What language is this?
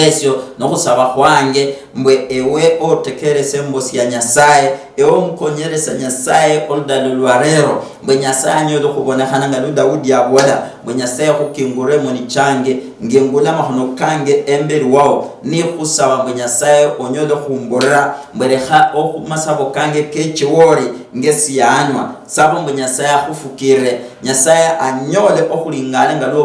Luyia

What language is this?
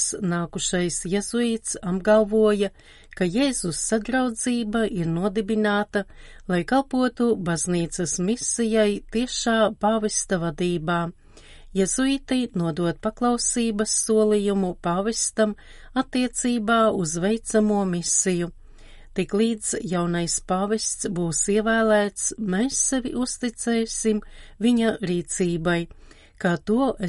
Latvian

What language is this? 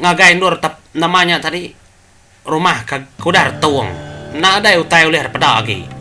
Iban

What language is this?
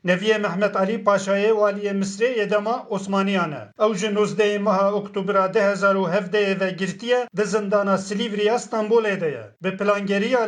Kurdish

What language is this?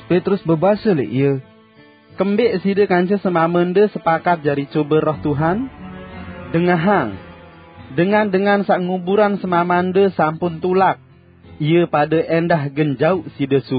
Sasak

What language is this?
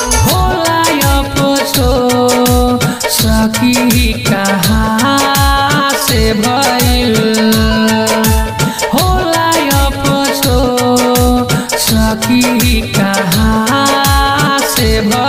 Bhojpuri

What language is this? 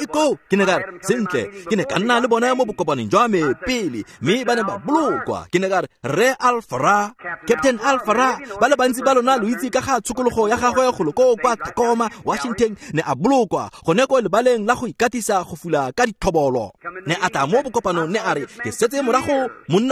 Tswana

